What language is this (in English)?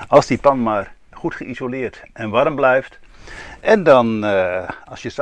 Dutch